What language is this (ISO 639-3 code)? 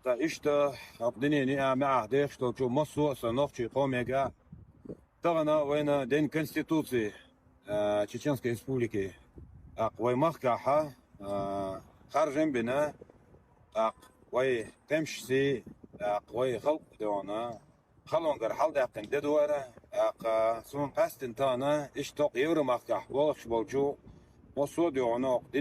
che